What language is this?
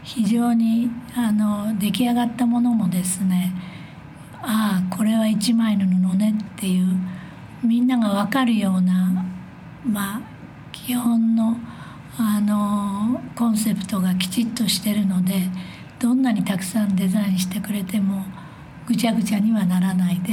Japanese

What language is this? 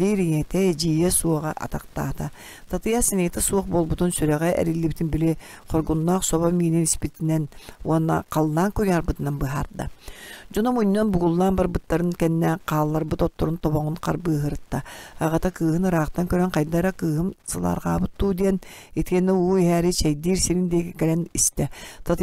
Yakut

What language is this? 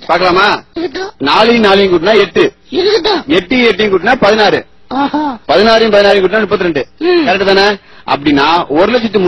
Tamil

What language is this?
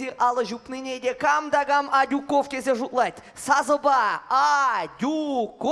Chuvash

